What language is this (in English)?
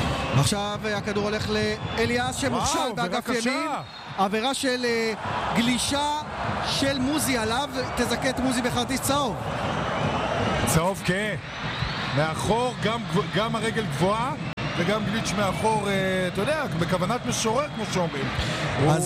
Hebrew